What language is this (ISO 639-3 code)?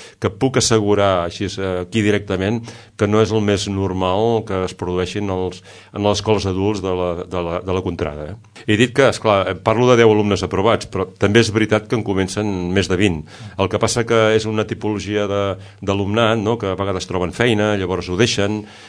cat